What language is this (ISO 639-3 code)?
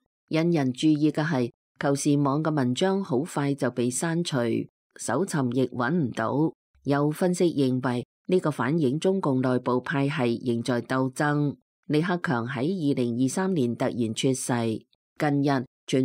yue